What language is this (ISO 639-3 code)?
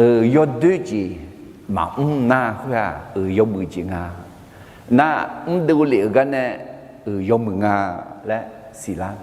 ahk